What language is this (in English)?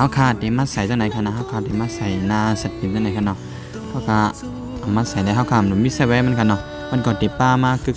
Shan